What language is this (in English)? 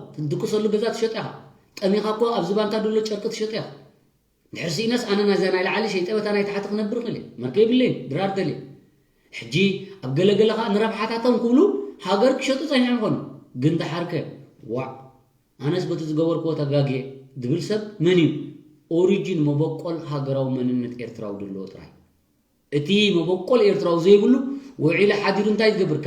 Tigrinya